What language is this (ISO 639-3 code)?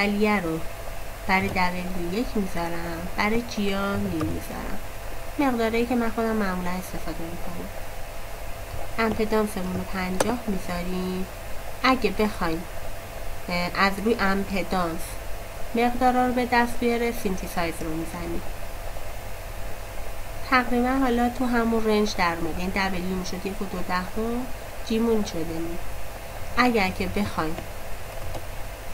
fas